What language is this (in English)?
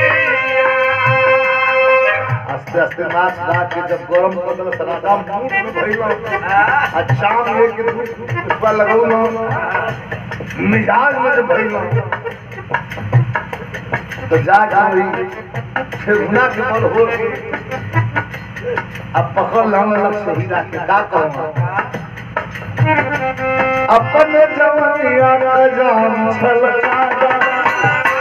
Bhojpuri